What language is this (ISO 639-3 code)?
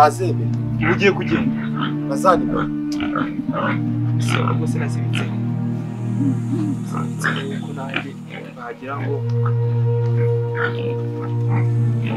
kin